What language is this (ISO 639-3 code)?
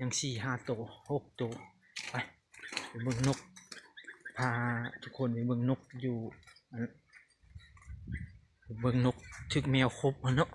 lao